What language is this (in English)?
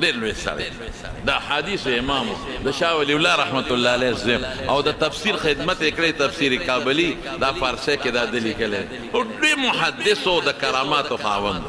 Pashto